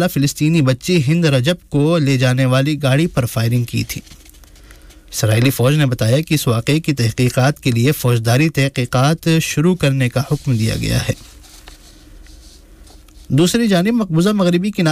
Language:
Urdu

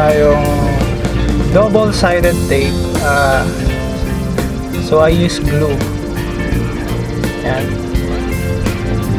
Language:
Filipino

